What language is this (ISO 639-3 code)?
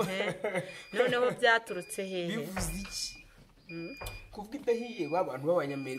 kin